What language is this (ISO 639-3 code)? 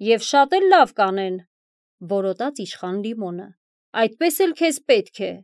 hye